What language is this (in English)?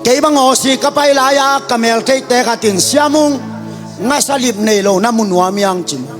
Tedim Chin